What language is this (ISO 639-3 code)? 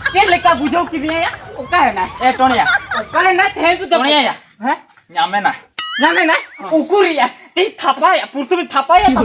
sat